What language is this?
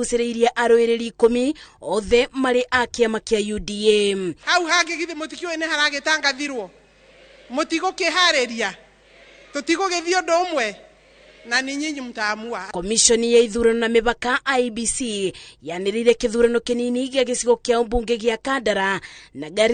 Kikuyu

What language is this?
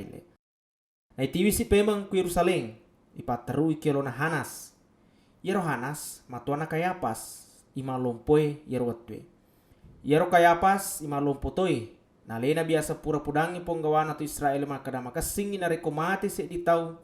Buginese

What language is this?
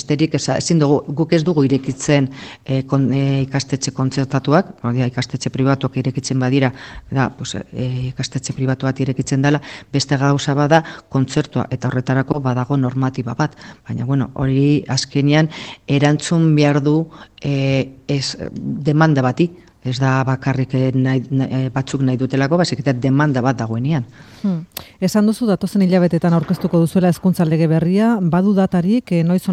Basque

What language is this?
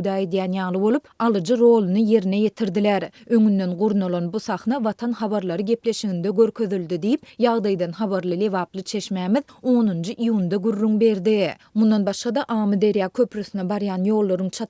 Turkmen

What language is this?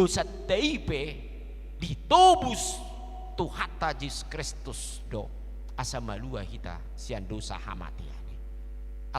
Batak Toba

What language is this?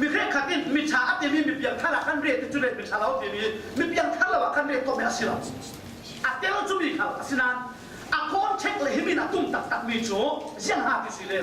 Falam Chin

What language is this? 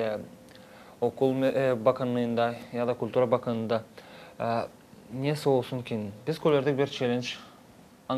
Gagauz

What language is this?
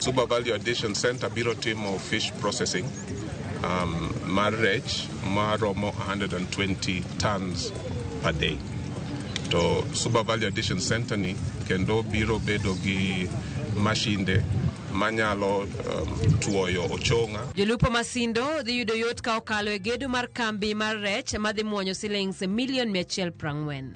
Luo (Kenya and Tanzania)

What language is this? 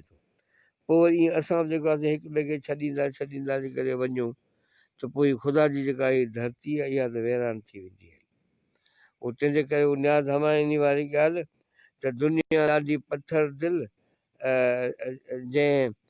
Sindhi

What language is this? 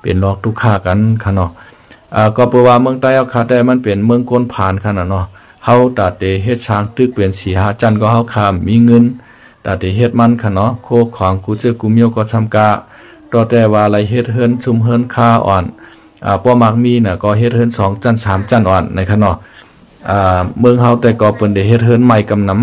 Shan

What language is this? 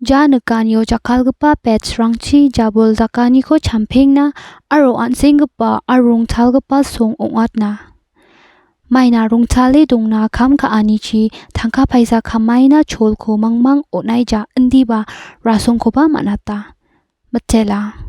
Garo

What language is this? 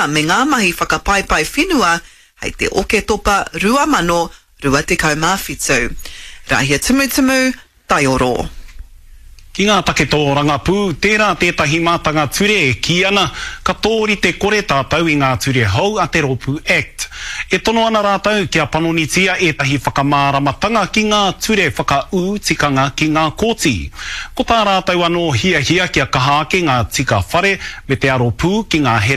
Māori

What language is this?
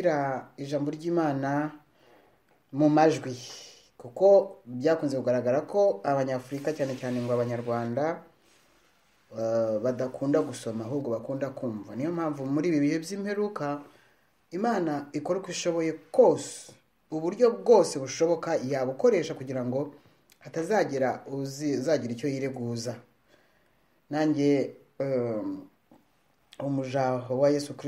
Kinyarwanda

